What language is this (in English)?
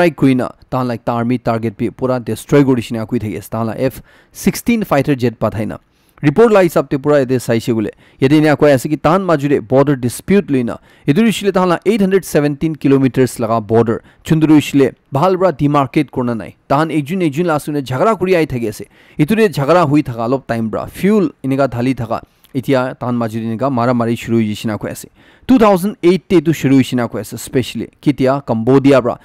Naga Pidgin